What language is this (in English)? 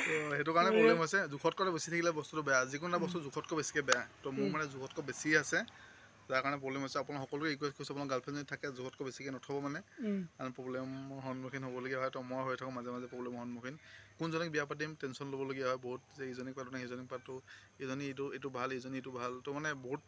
Assamese